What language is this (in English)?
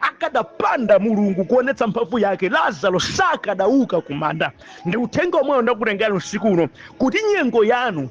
Nyanja